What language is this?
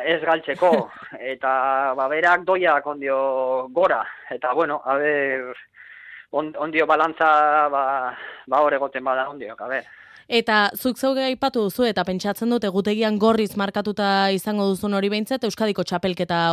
Basque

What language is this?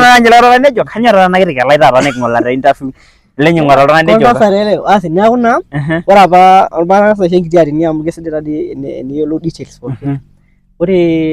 Masai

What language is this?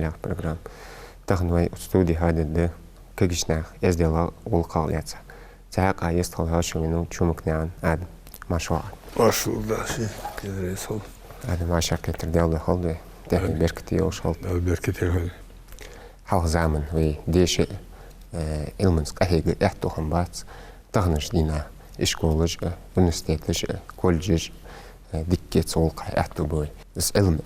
Ingush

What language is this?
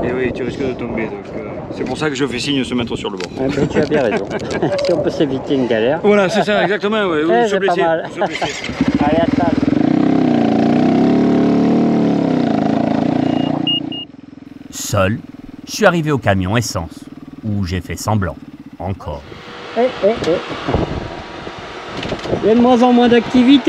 French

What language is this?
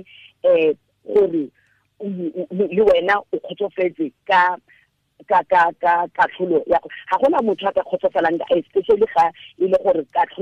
Tswana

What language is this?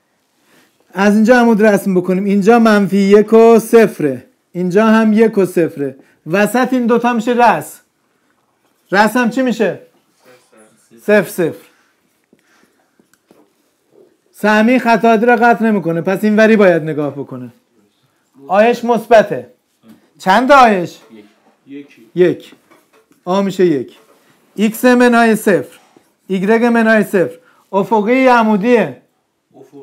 Persian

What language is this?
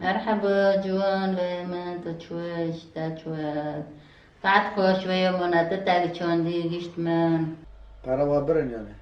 Kurdish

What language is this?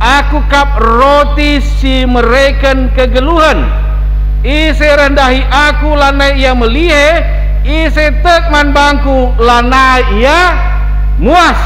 Batak Karo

